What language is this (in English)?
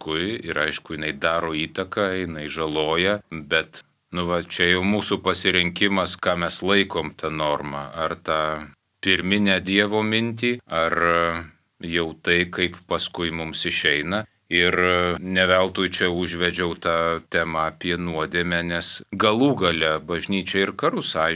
Lithuanian